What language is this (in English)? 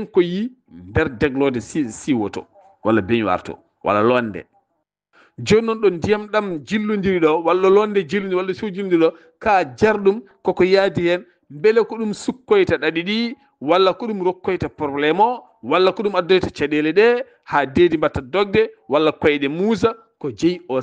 Fula